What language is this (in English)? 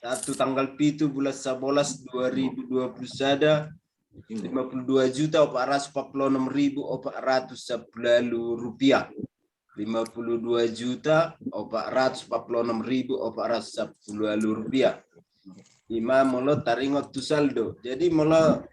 Batak Toba